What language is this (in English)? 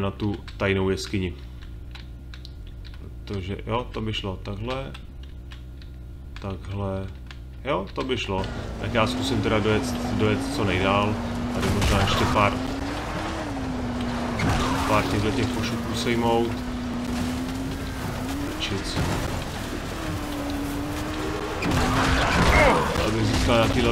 Czech